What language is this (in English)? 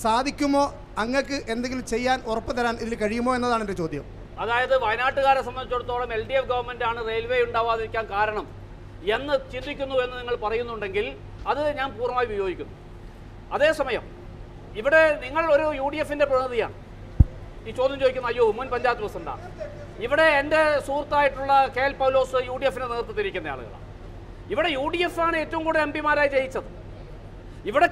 Malayalam